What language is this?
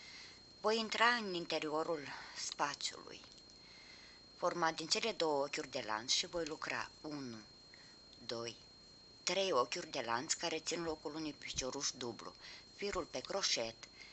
Romanian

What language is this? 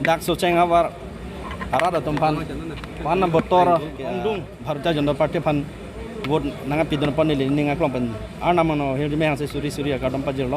Karbi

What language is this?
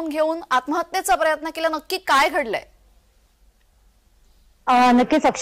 Marathi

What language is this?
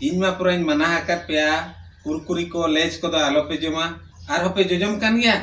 Santali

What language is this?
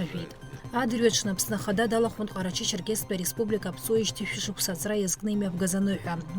Abkhazian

